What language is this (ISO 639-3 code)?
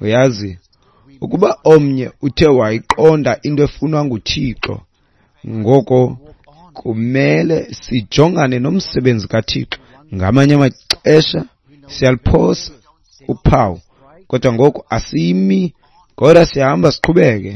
xho